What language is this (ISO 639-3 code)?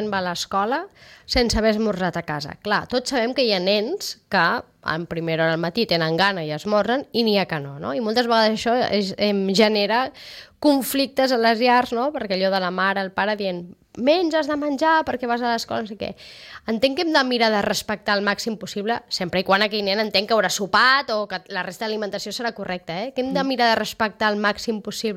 cat